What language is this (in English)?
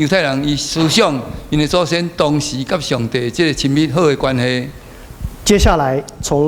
Min Nan Chinese